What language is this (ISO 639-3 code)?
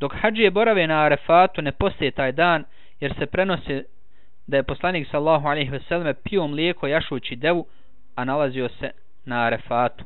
bos